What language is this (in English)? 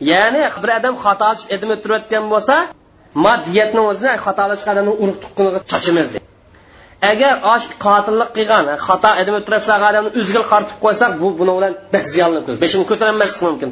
Uyghur